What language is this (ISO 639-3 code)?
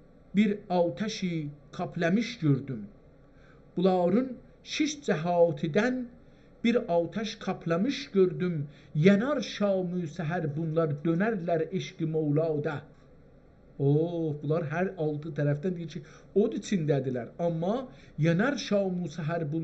azb